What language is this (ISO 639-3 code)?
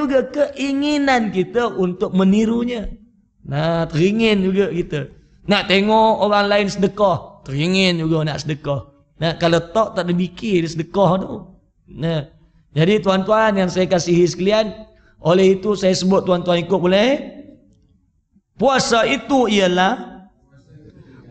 msa